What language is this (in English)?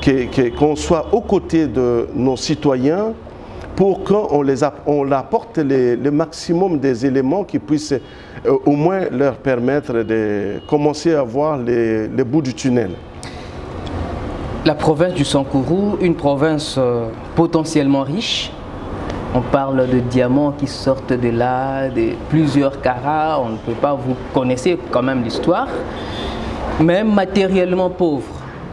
French